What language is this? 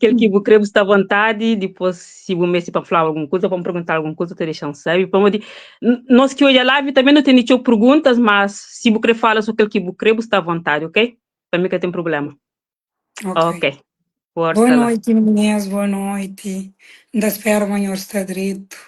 Kabuverdianu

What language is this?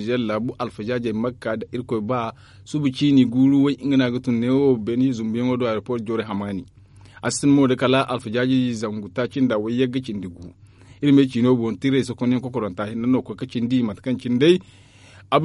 Zarma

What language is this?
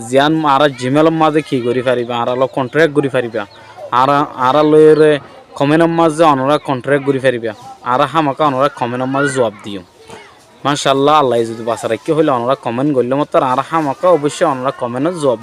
Rohingya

